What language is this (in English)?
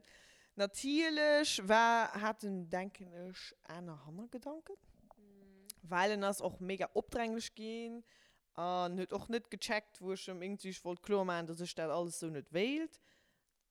Luxembourgish